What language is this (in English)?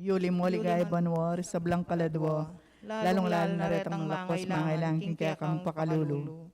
Pampanga